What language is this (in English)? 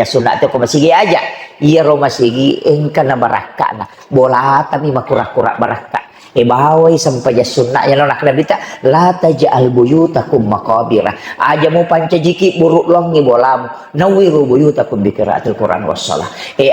Buginese